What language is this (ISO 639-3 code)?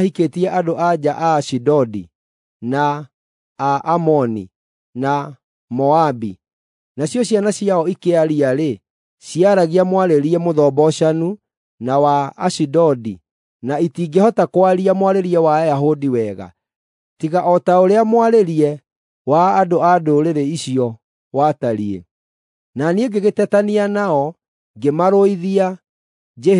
kik